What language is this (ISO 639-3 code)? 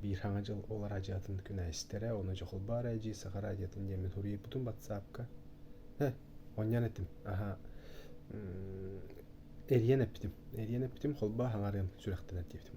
sah